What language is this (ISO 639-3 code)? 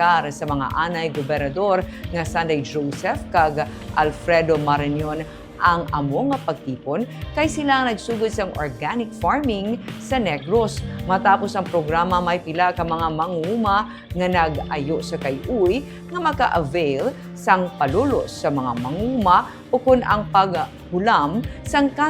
hil